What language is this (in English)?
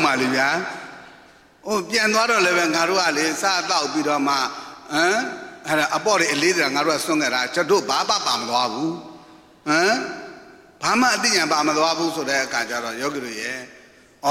Burmese